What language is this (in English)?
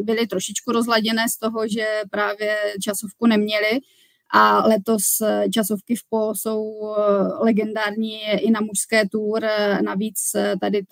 Czech